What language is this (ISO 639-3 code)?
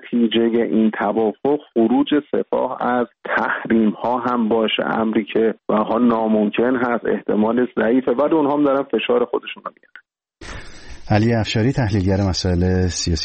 fas